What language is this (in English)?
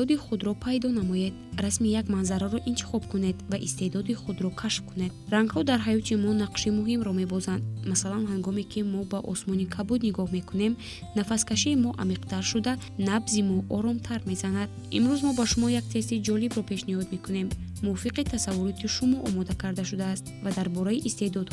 Tajik